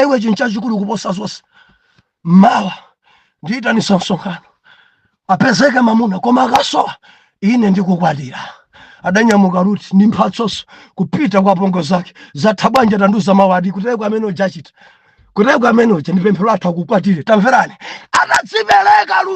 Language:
Nyanja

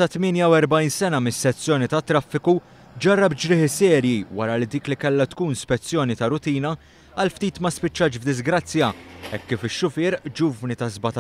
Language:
Maltese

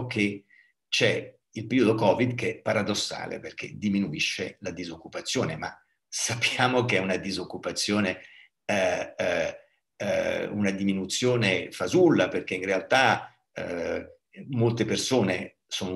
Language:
Italian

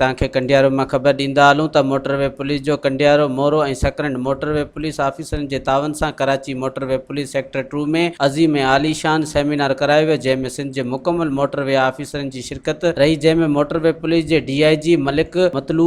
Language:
Sindhi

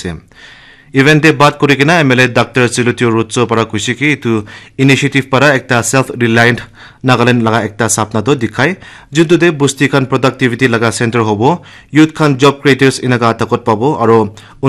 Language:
Naga Pidgin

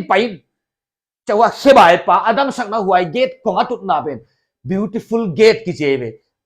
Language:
Paite Chin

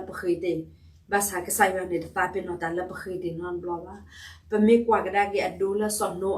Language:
S'gaw Karen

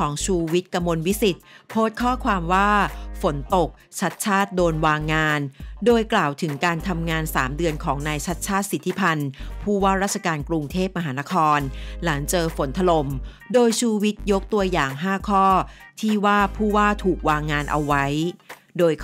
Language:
Thai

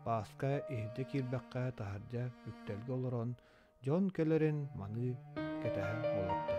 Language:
Yakut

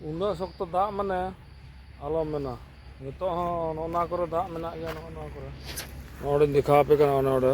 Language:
Santali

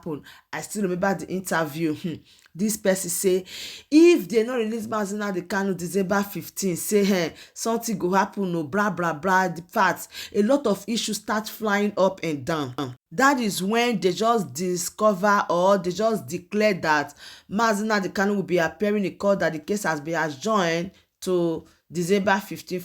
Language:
Nigerian Pidgin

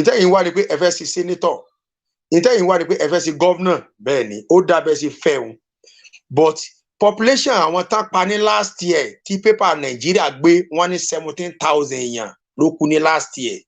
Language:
Yoruba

